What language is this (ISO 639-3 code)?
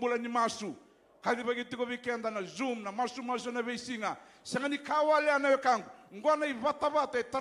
fij